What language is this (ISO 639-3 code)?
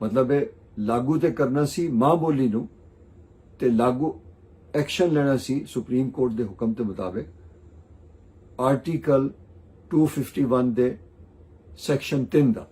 lah